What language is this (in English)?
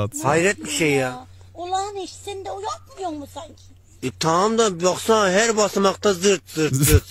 South Azerbaijani